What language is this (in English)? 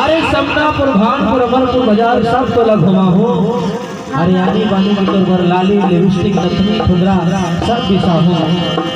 Chhattisgarhi